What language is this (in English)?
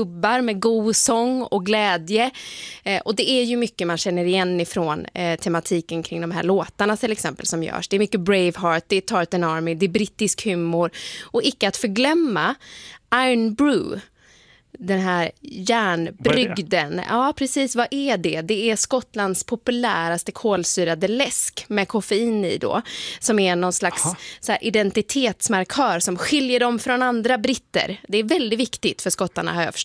Swedish